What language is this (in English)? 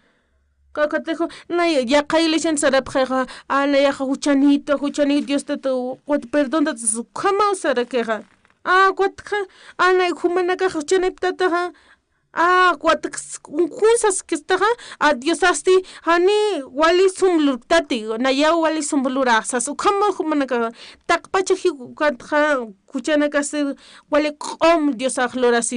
Aymara